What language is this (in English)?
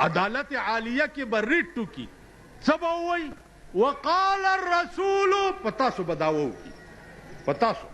Pashto